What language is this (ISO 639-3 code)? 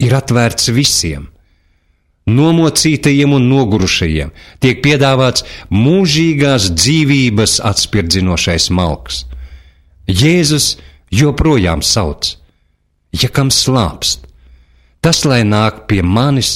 lav